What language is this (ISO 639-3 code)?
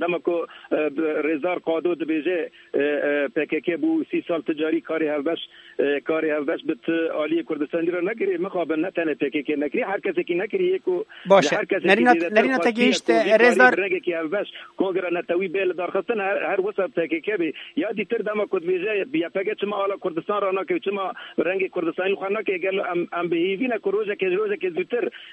kur